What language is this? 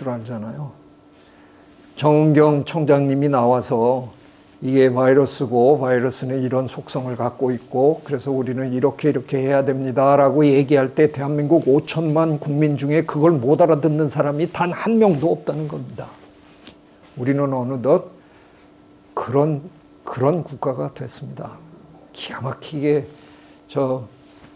Korean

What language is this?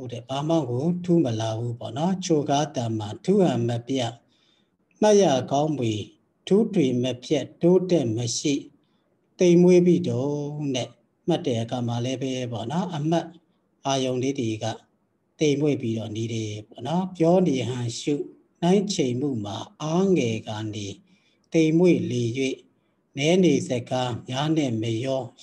Burmese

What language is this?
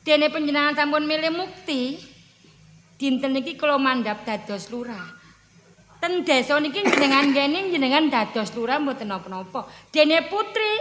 Javanese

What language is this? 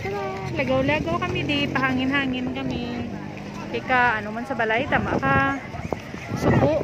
Hiligaynon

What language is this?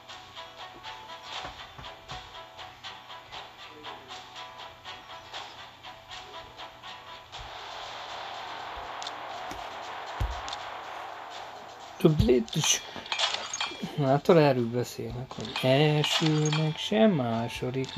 Hungarian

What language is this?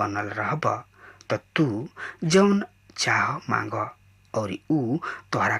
Bhojpuri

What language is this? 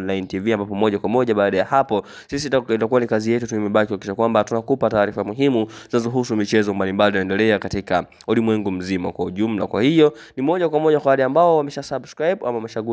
Swahili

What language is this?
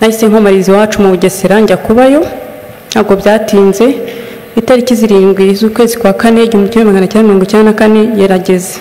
Kinyarwanda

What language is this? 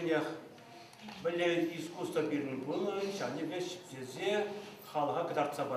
Chuvash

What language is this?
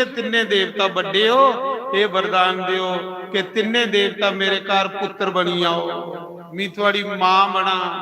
Dogri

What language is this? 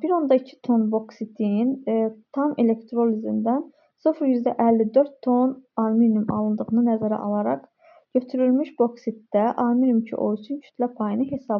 Azerbaijani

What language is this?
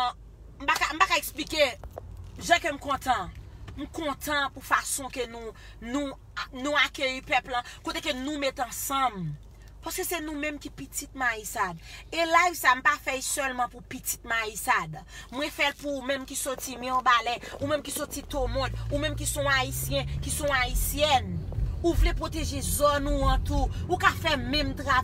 Haitian Creole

